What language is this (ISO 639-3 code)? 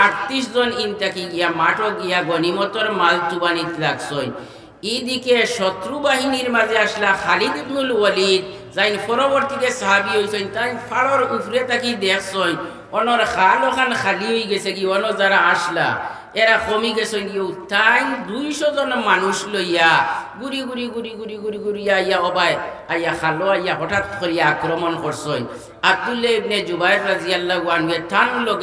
syl